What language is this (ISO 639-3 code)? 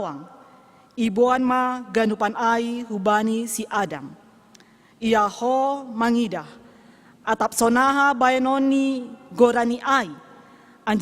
bts